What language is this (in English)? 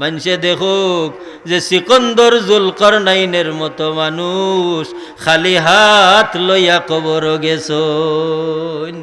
Sylheti